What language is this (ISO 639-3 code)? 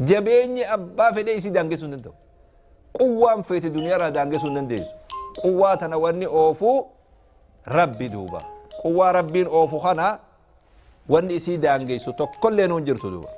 orm